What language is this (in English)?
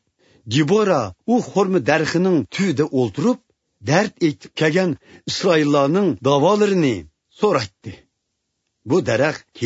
Uyghur